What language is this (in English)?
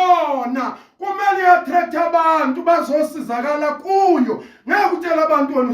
Zulu